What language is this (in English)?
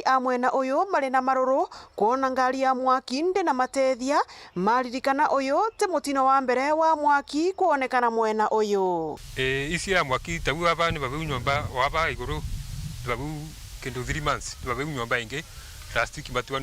Meru